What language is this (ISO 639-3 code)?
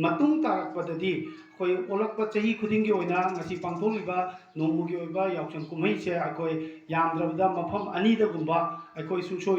mni